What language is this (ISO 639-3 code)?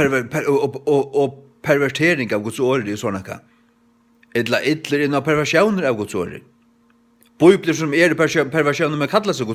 fao